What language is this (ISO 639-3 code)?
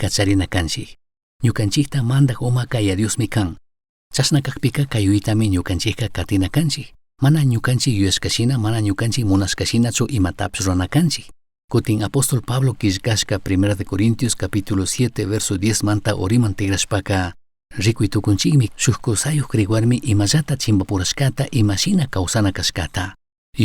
qug